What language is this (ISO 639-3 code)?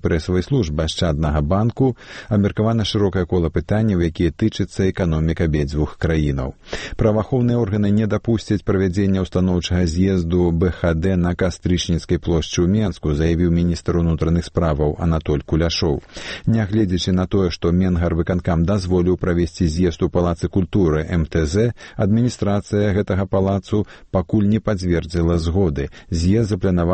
bel